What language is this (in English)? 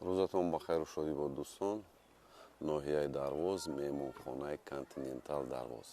Tajik